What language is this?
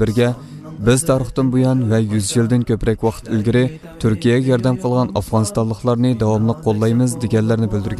Uyghur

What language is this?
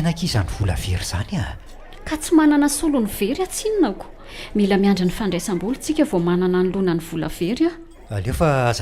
Malagasy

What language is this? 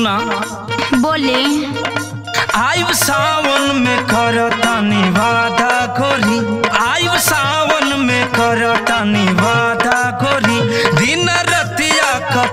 Bhojpuri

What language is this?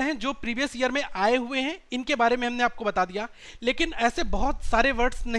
Hindi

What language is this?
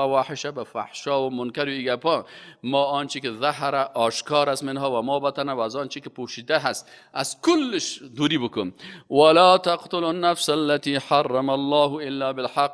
Persian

